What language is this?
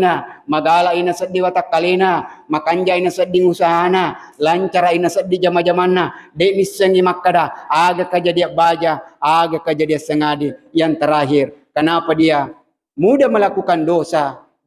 Buginese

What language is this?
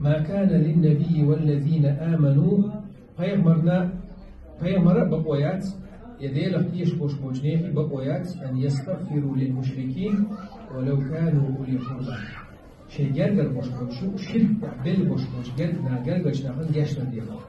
Chechen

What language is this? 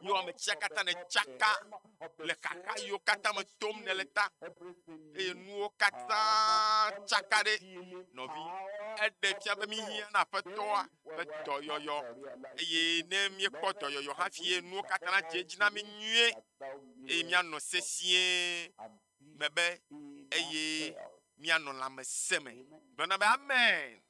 Ewe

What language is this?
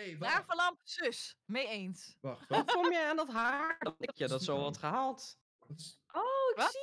Dutch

